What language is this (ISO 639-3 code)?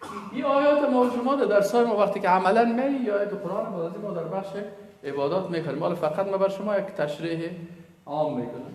fas